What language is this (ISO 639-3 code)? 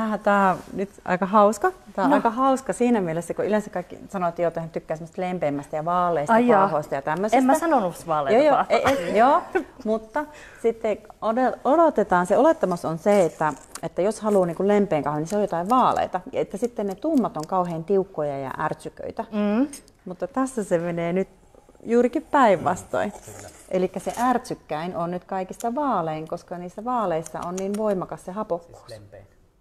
fin